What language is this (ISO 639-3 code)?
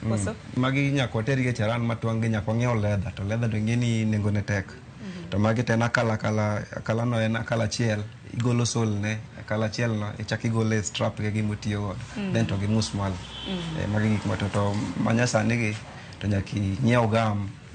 luo